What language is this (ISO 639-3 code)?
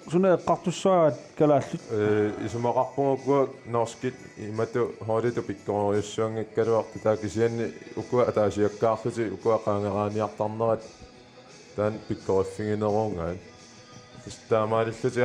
kal